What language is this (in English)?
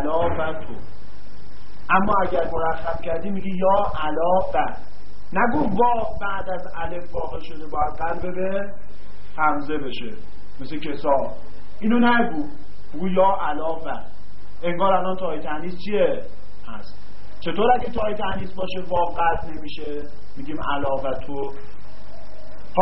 Persian